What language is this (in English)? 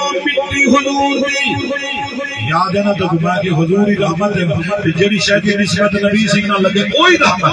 Saraiki